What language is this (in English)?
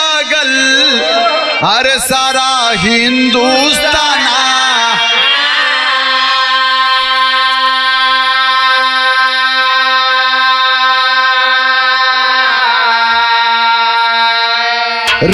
Bhojpuri